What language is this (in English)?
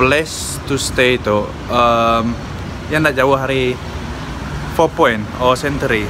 Iban